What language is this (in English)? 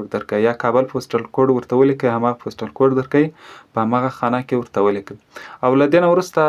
Pashto